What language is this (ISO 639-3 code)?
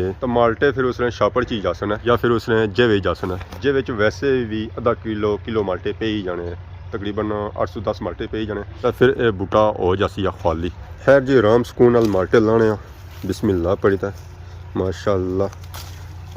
phr